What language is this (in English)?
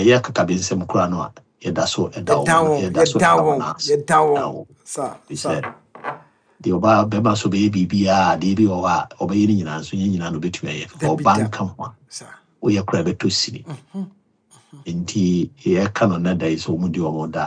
Akan